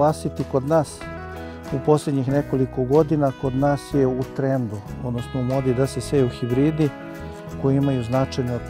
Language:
Serbian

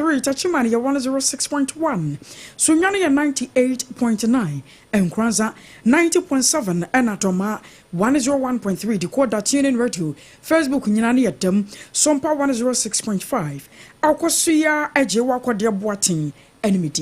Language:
Akan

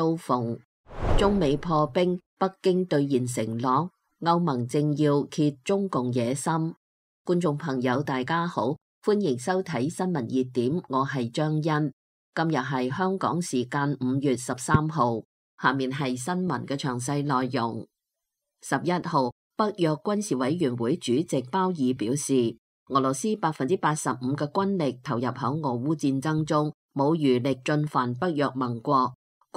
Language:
Cantonese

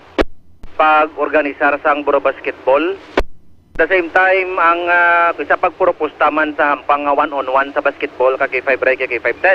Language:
Hiligaynon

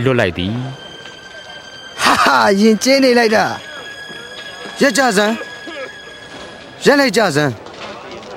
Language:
Burmese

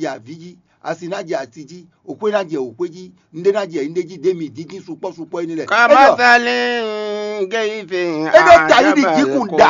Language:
Fon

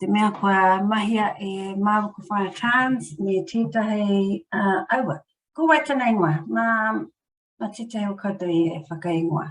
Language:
Māori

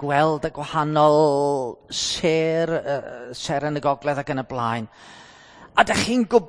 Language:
Welsh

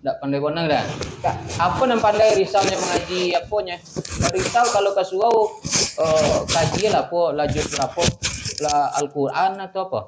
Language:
Minangkabau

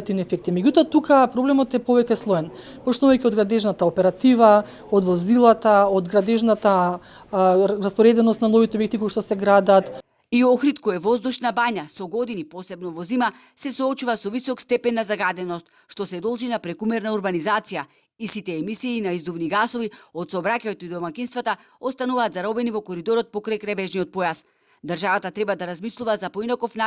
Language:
Macedonian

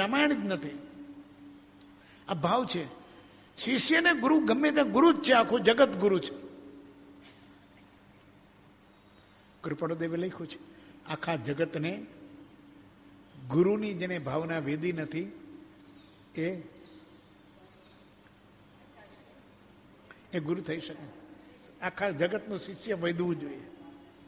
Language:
Gujarati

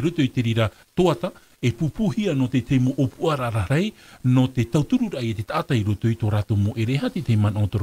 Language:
Tahitian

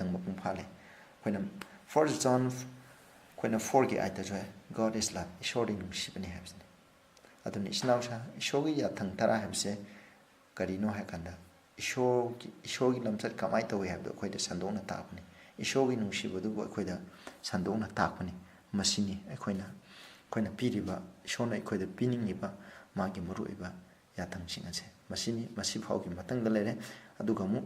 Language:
Manipuri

